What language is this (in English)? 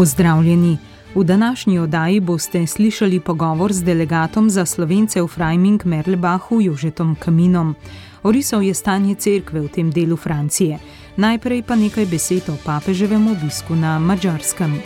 Slovenian